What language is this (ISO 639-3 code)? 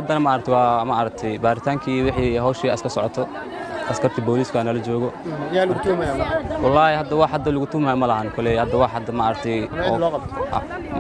som